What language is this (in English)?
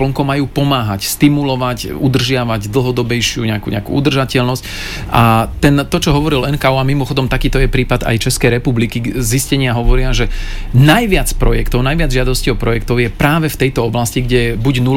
Slovak